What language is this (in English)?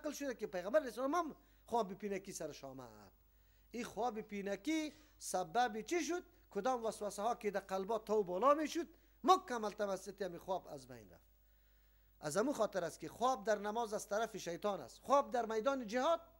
Persian